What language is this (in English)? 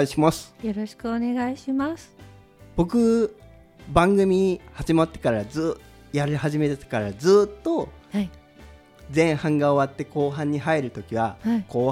Japanese